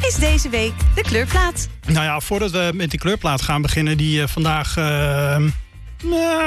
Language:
Dutch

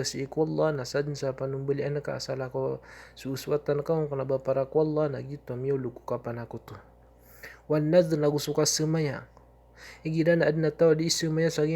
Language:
Maranao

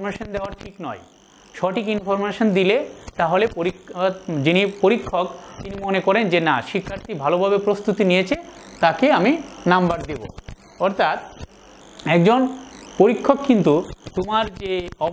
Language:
Bangla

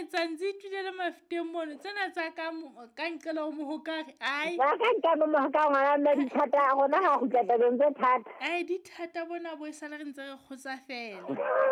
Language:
Southern Sotho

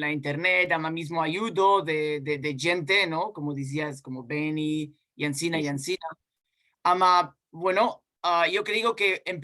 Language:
Ladino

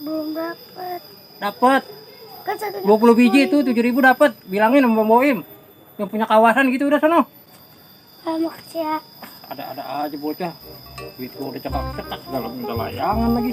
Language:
Betawi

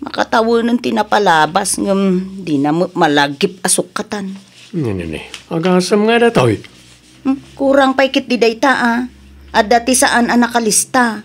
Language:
Iloko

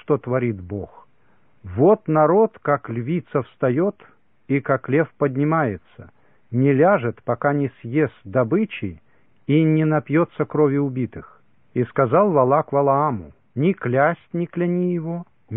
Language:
Russian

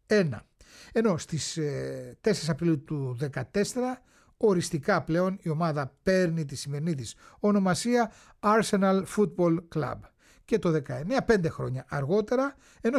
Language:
Greek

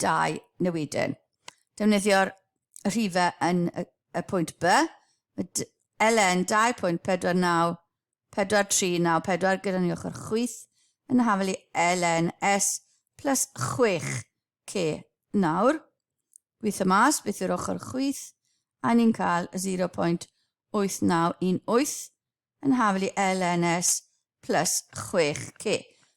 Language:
Welsh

